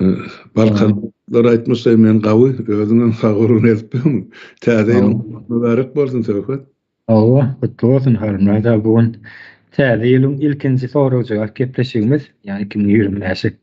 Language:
Turkmen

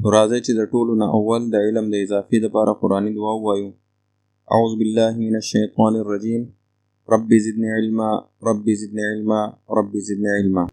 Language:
Pashto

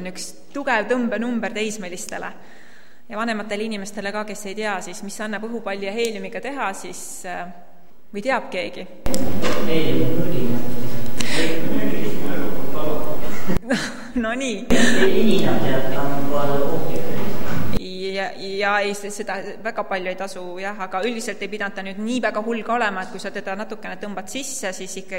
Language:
Estonian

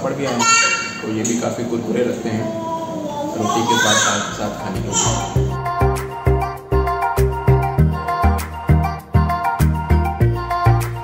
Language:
Hindi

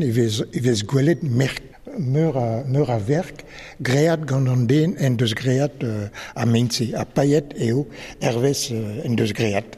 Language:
Breton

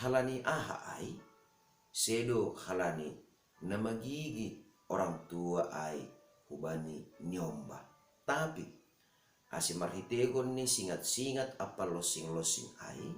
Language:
Batak Simalungun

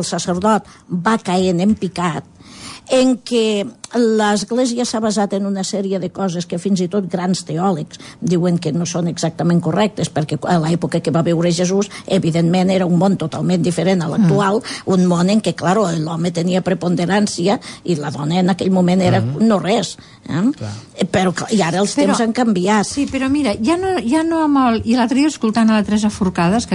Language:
Catalan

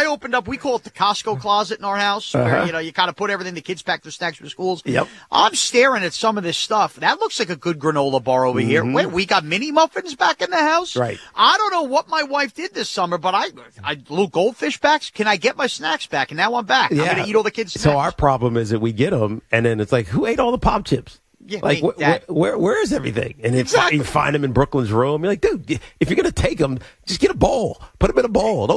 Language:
English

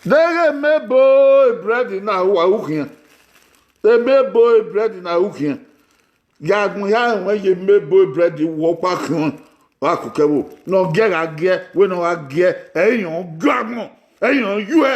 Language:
Bini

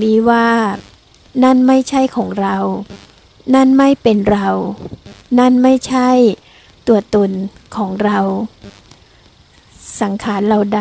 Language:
Thai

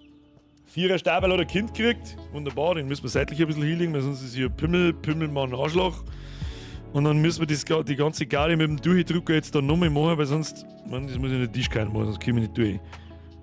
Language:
Bavarian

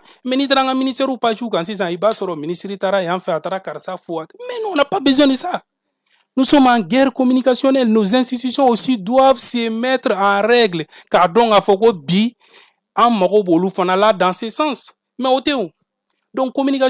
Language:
Bambara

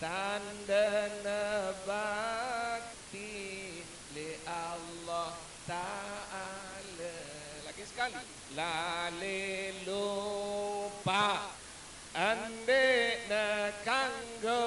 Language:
Sasak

